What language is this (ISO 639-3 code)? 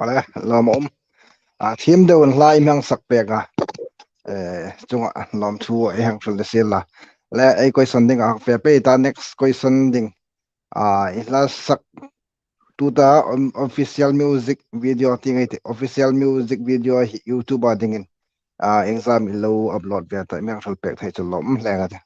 hmr